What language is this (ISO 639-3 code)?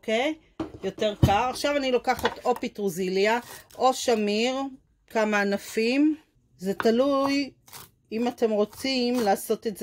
heb